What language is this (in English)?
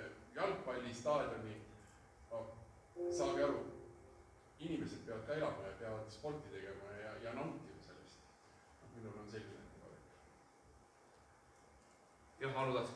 Estonian